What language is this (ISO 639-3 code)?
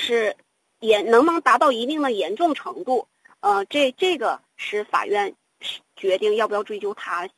zho